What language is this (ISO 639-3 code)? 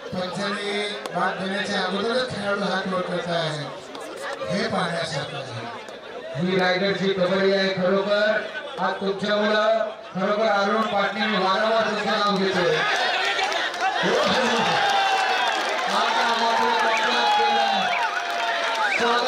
mar